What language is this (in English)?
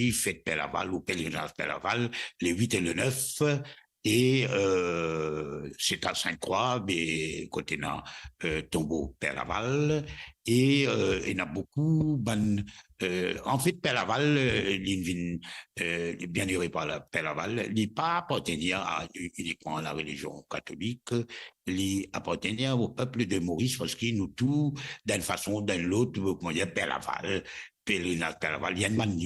Morisyen